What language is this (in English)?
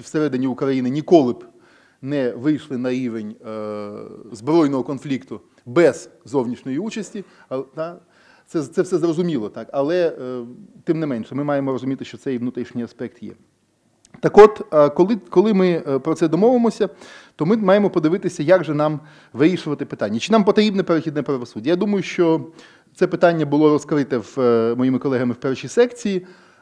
Ukrainian